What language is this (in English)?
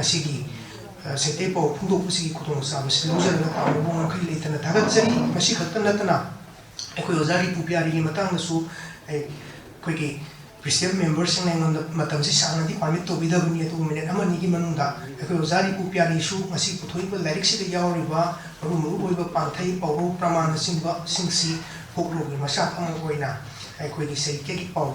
Manipuri